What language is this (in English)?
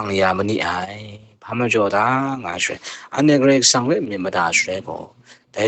Kachin